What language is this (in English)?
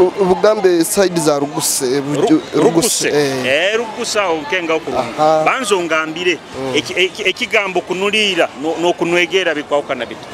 Nyoro